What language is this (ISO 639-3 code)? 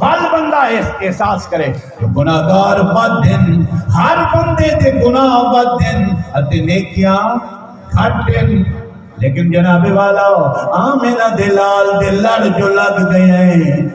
skr